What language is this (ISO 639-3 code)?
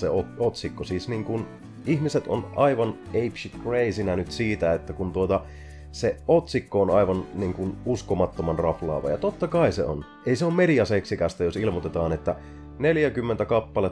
fin